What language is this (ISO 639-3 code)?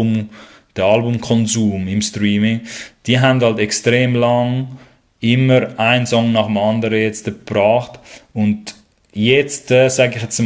gsw